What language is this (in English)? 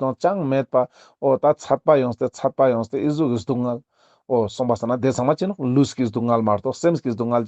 Ladakhi